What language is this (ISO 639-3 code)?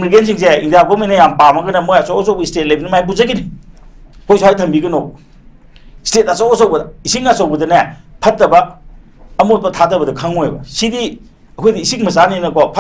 mni